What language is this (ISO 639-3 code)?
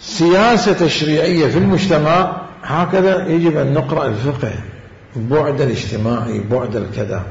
acm